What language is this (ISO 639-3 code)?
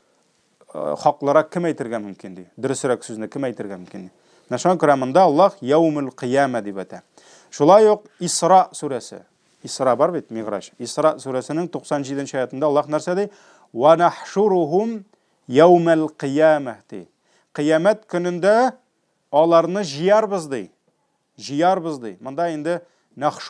tat